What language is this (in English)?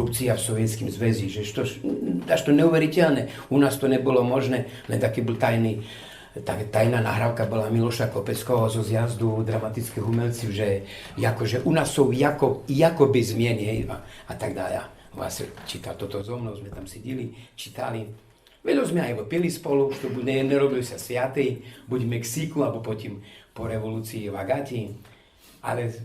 Rusyn